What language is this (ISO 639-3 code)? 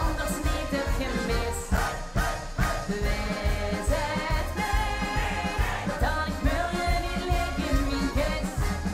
lim